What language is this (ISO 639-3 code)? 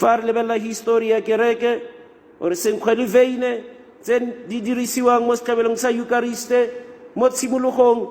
tsn